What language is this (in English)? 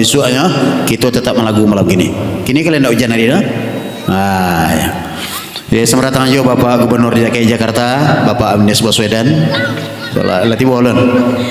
Minangkabau